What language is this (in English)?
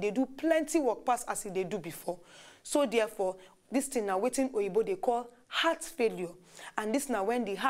Nigerian Pidgin